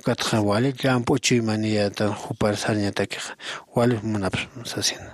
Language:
Aymara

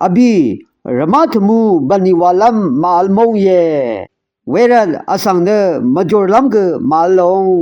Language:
Rawang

